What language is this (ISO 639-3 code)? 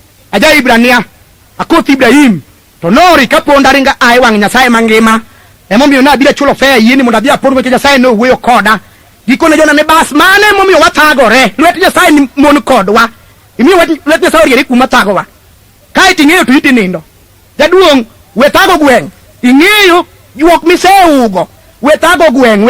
luo